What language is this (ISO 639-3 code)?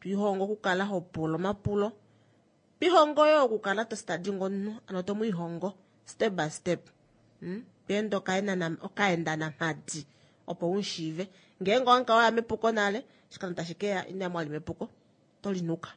kua